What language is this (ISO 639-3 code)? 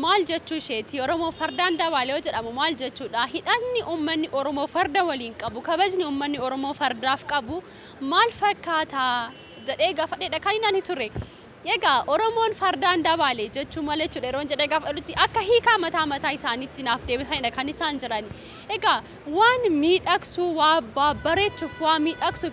orm